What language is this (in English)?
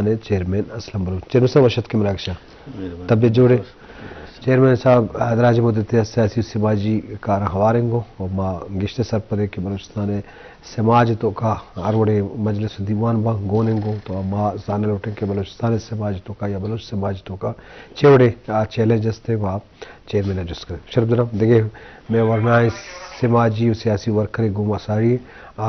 Eastern Balochi